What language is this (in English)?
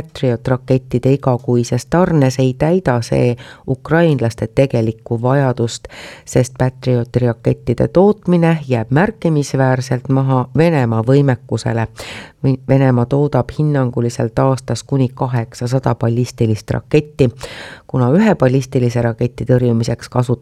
Estonian